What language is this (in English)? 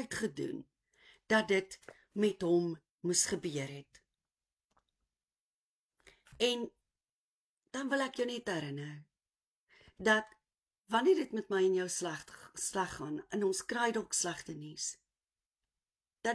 Afrikaans